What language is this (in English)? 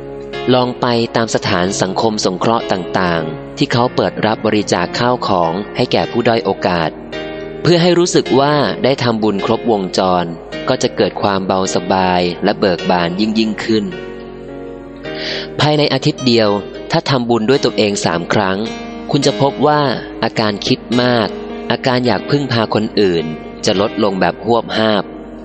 Thai